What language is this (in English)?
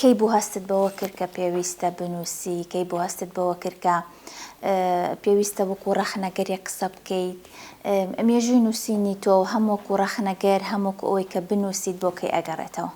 Central Kurdish